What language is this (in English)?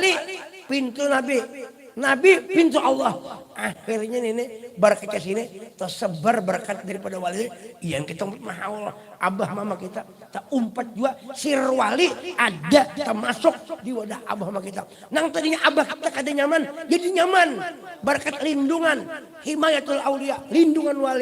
Banjar